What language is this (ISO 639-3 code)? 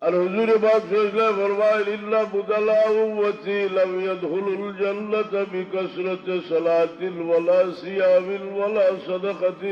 syl